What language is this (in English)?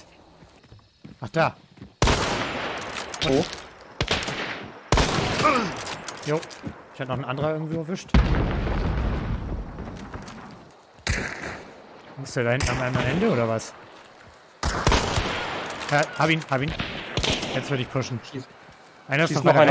German